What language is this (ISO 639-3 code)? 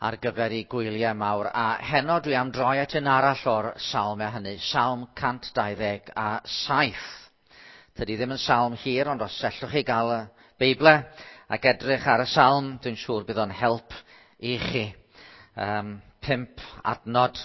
cym